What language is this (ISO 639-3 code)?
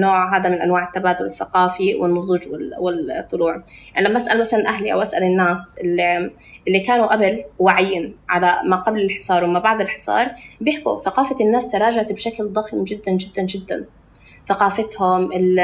apc